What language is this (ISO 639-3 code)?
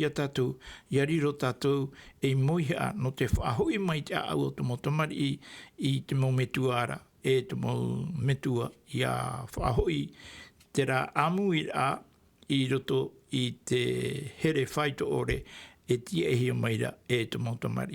tah